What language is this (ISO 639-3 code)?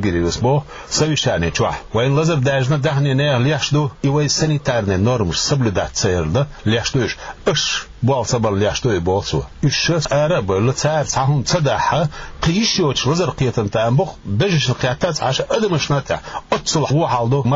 che